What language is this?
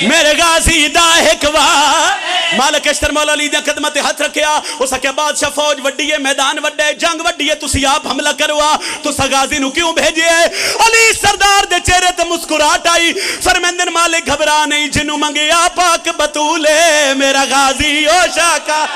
Pahari-Potwari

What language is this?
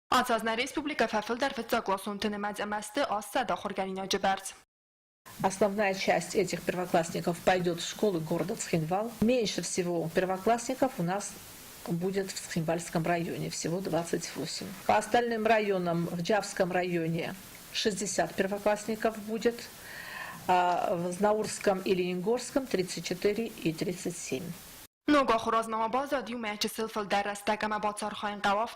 Ossetic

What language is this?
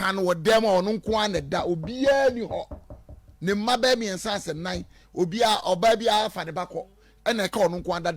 Akan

